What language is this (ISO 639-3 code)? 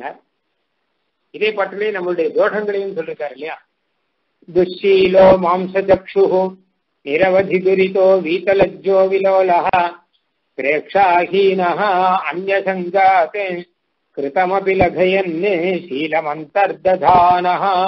tam